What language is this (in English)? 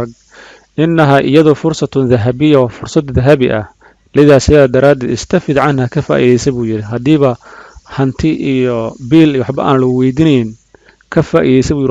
Somali